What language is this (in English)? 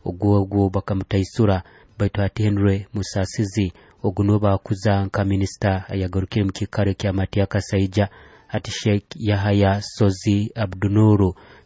Nyoro